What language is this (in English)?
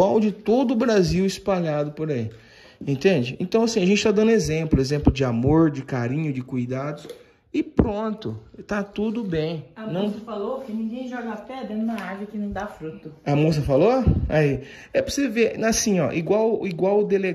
Portuguese